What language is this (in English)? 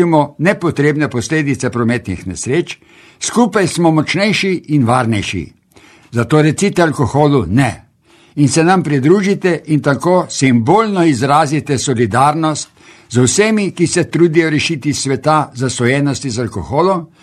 Slovenian